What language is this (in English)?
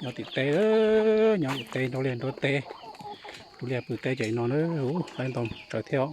Hmong